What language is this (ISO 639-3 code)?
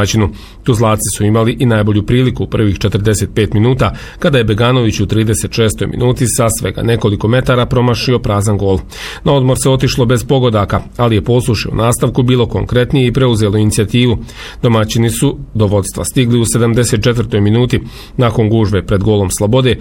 bos